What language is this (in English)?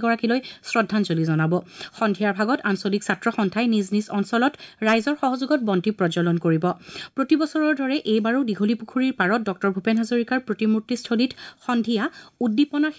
Assamese